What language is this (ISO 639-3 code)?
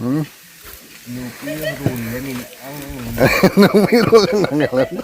hmr